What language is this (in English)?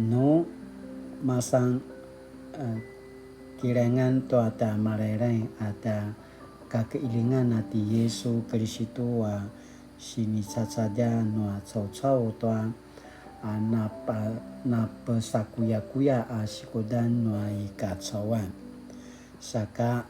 Paiwan